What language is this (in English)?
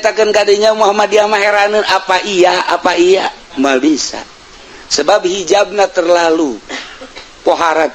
Sundanese